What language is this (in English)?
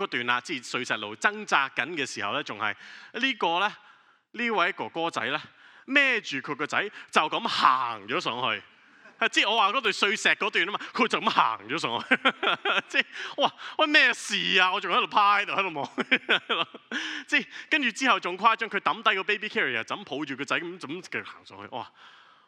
Cantonese